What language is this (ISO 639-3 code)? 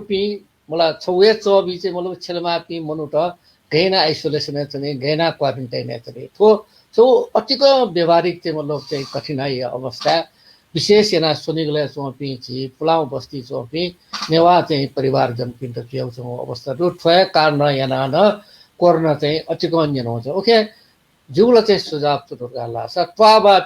new